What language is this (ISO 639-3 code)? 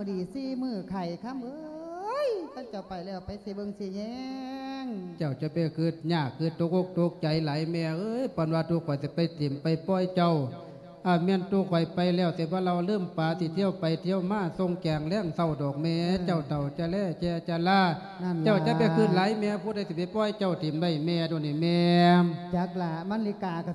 lao